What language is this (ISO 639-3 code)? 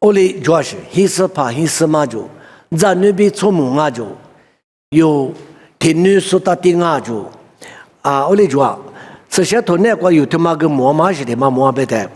lis